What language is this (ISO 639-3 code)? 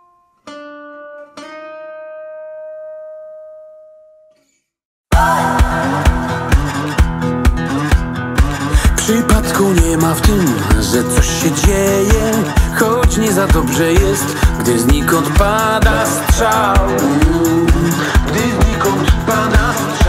pol